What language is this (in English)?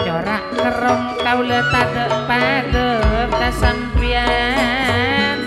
Madurese